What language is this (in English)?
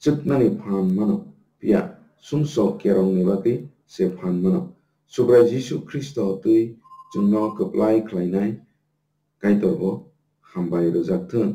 Kok Borok